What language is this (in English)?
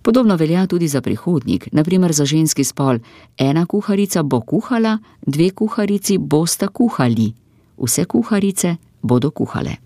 Slovenian